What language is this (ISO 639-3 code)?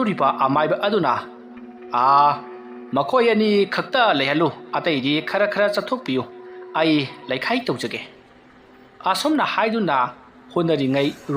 mni